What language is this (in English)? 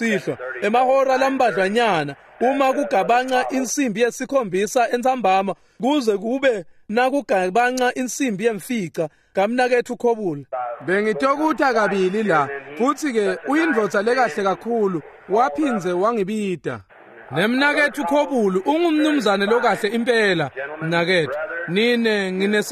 Swati